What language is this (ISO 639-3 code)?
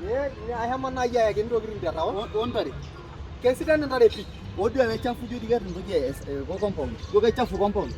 mas